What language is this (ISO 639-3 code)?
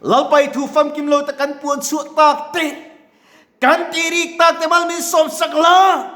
lus